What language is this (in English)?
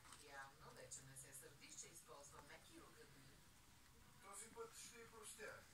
Bulgarian